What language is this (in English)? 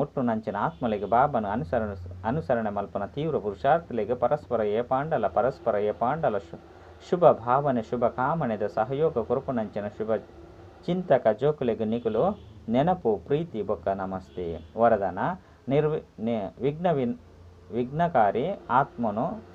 Tulu